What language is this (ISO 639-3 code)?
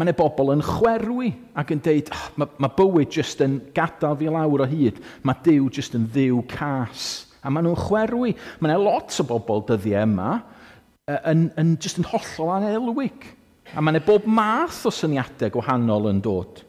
cym